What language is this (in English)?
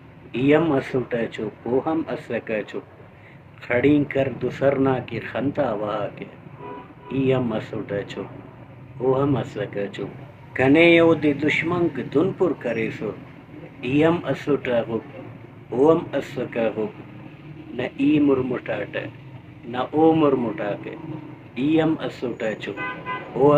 Brahui